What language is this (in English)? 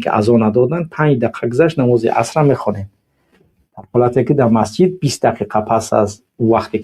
Tajik